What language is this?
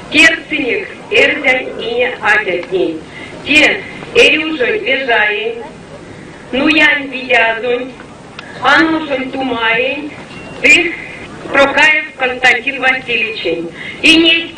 Erzya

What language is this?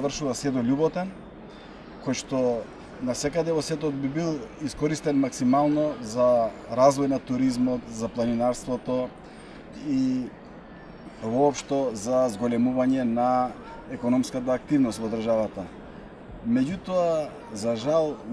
Macedonian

